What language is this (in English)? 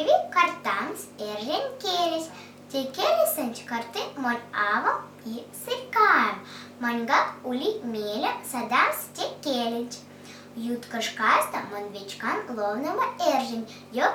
Erzya